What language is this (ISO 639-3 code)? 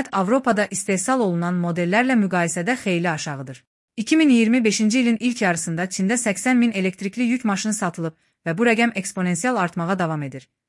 aze